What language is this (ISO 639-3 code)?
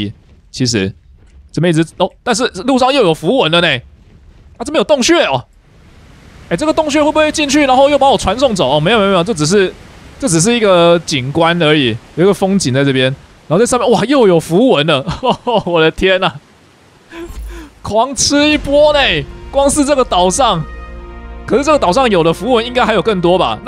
zho